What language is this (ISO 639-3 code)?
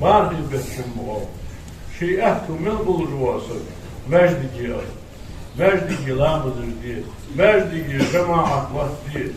inh